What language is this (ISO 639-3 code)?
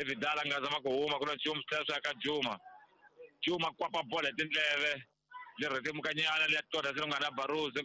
tso